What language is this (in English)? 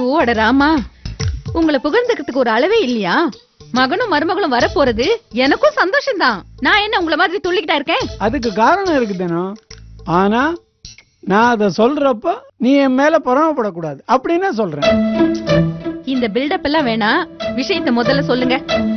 Tamil